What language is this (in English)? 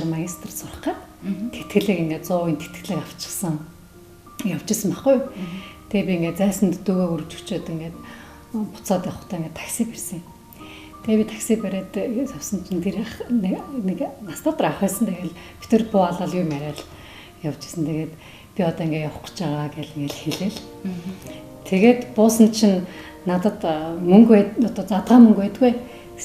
Mongolian